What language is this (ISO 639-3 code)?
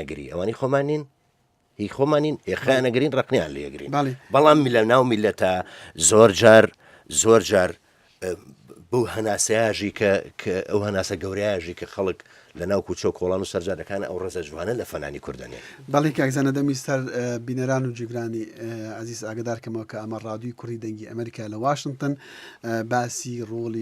ckb